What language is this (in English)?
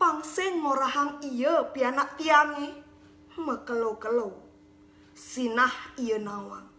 Balinese